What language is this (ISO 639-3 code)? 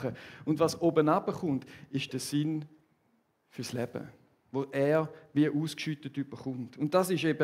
gsw